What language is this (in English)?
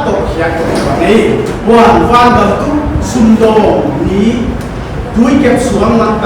Paite Chin